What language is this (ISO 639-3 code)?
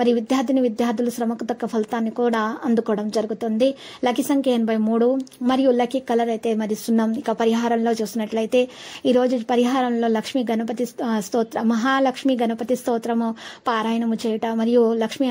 tel